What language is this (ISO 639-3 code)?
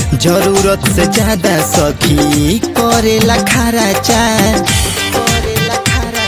bho